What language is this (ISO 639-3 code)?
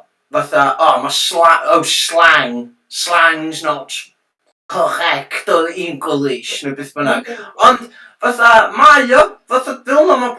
cym